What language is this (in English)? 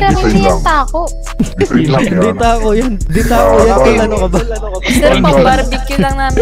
Filipino